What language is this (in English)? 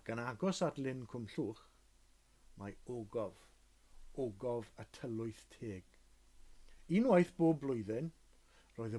Welsh